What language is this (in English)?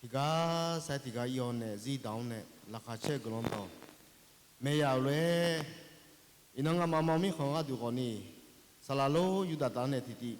Akha